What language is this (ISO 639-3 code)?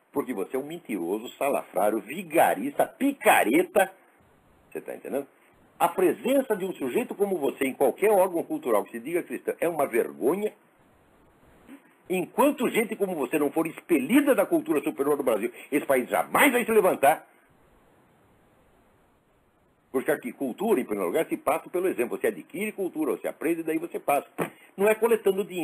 por